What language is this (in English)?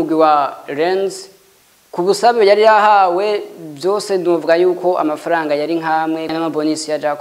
Rundi